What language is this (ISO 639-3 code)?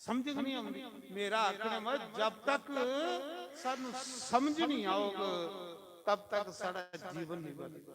doi